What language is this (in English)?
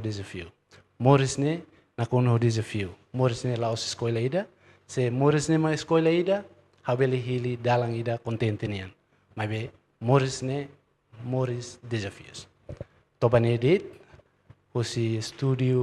Tetum